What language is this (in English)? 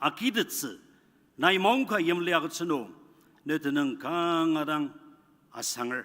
Ao Naga